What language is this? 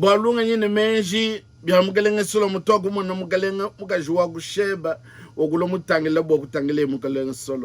Luba-Lulua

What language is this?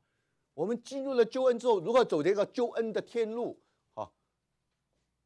Chinese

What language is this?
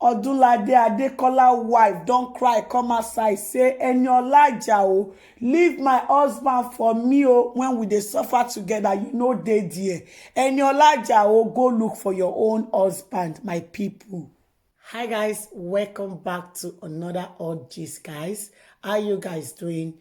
Nigerian Pidgin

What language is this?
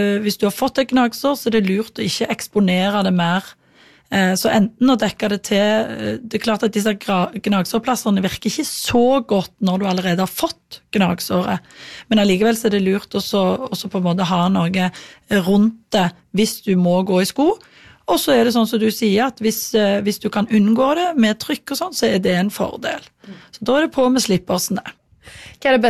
Norwegian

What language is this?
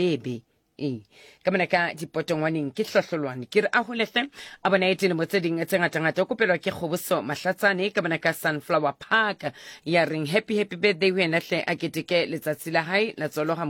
Southern Sotho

